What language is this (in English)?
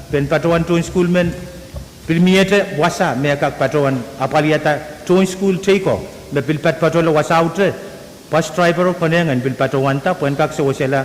Pohnpeian